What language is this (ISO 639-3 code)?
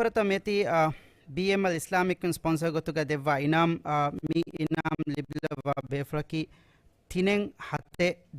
div